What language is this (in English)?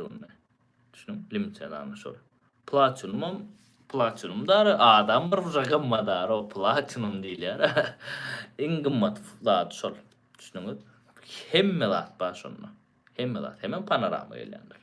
Turkmen